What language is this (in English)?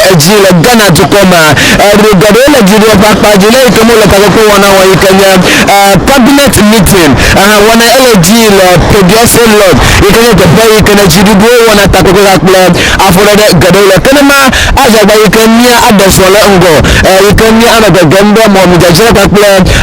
Ewe